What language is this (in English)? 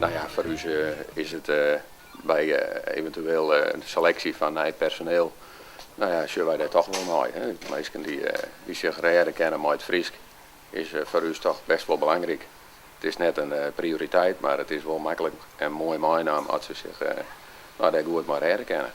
Western Frisian